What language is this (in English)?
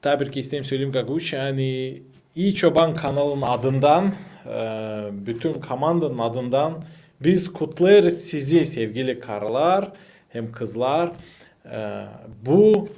Gagauz